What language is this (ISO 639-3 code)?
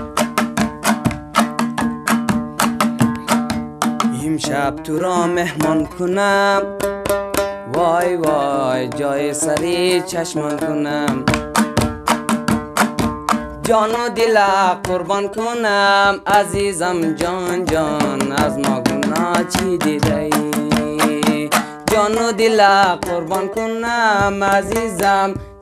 fas